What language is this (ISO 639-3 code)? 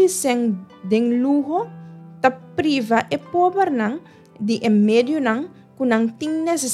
pap